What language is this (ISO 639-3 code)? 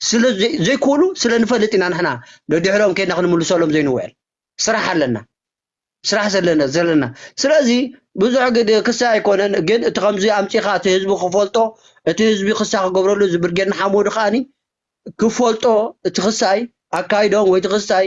tir